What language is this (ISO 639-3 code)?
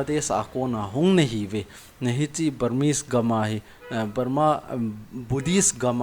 tcz